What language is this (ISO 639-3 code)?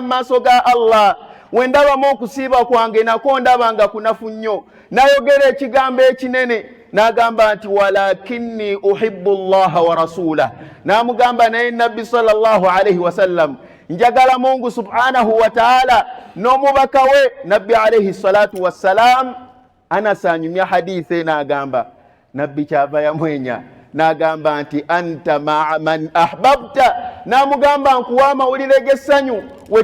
lug